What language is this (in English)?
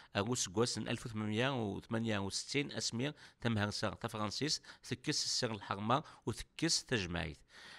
Kabyle